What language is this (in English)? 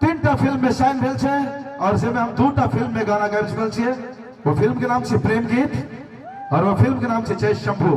Maithili